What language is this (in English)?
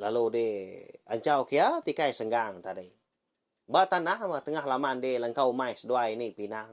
Iban